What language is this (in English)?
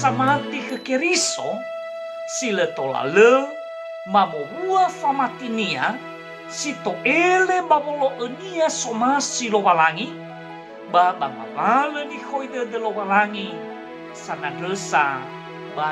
Nias